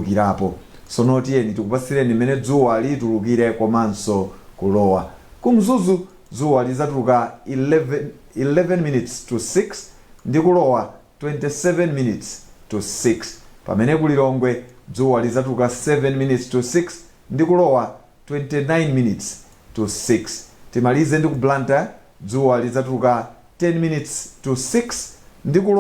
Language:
Nyanja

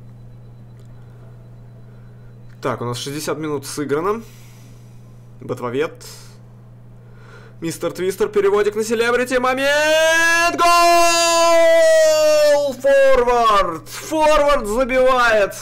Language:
Russian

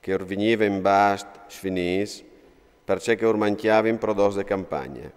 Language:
Friulian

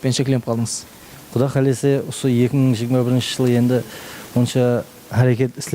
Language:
Kara-Kalpak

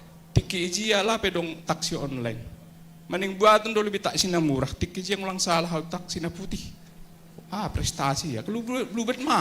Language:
Batak Simalungun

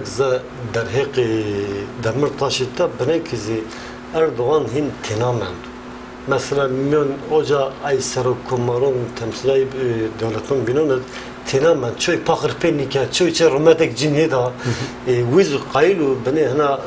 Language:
Zaza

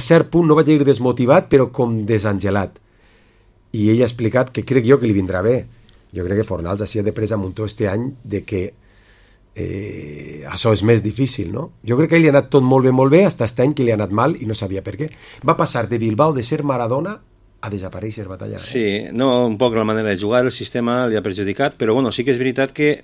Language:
Catalan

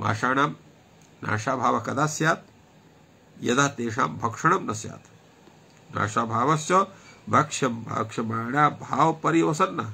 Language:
Sanskrit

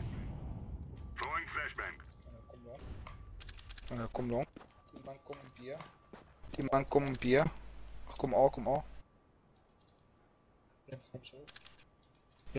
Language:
Afrikaans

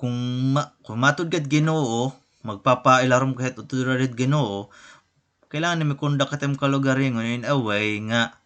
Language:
Waray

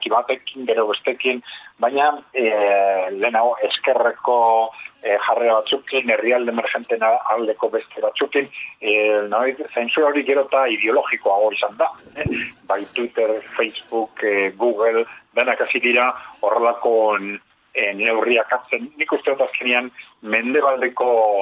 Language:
Basque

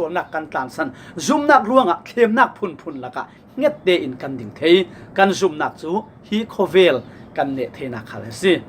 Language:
Falam Chin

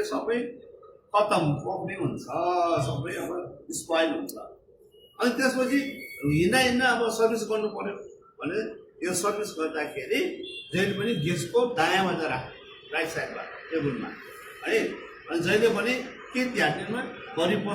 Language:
Nepali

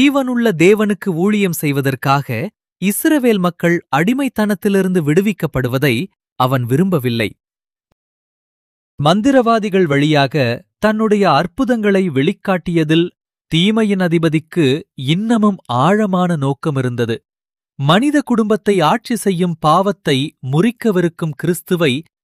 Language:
Tamil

